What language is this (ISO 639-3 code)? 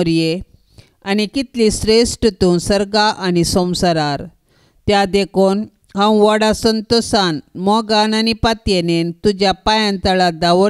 kok